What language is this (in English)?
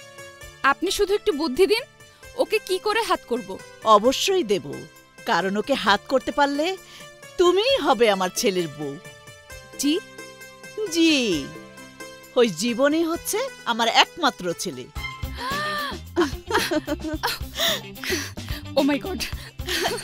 Bangla